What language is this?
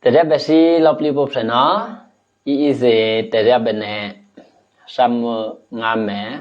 Eastern Kayah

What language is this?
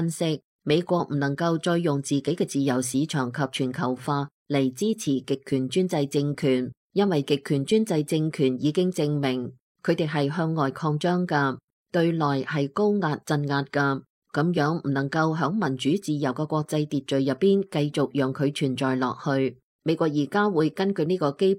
Cantonese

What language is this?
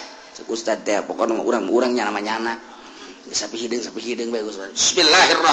Sundanese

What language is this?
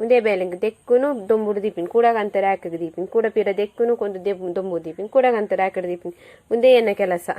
Tulu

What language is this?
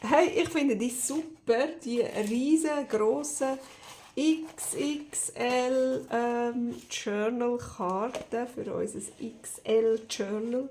Swiss German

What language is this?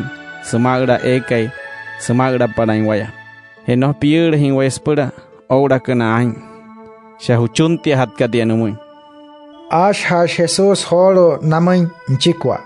Wayuu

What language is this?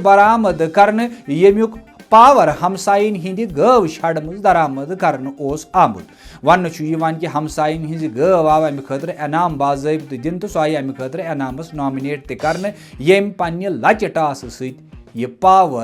Kashmiri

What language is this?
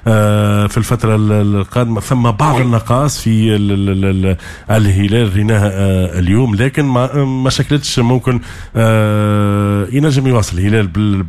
Tunisian Arabic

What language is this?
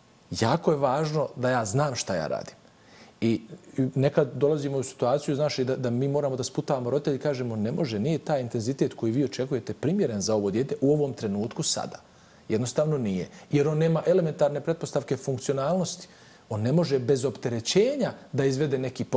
Bosnian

